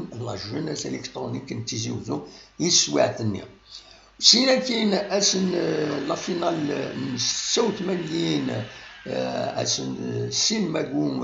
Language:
Kabyle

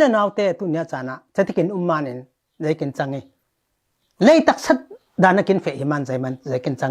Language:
Falam Chin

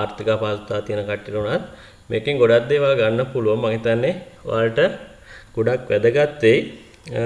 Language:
Sinhala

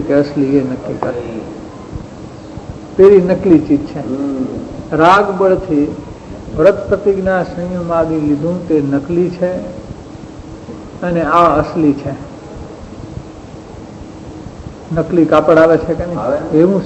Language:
Gujarati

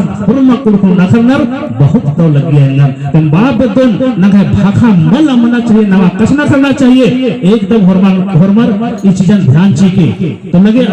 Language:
Kurukh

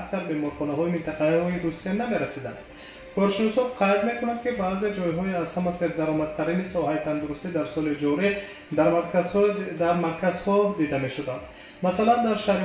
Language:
Tajik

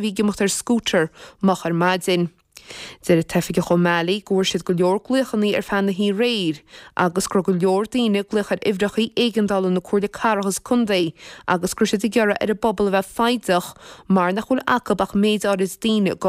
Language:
Irish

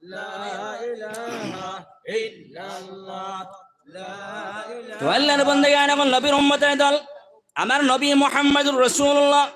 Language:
Sylheti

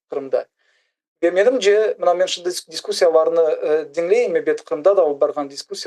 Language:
Crimean Tatar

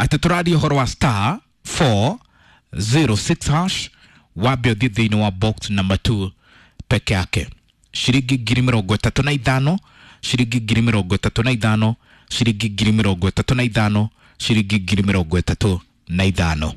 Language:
Kikuyu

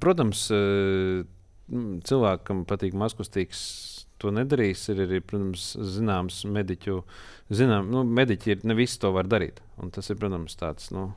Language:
Latvian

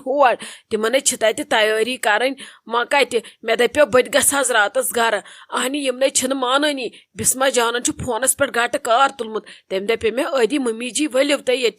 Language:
Kashmiri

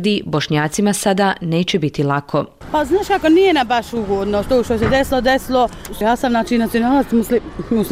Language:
Bosnian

